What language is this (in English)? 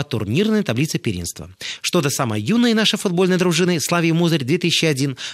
Russian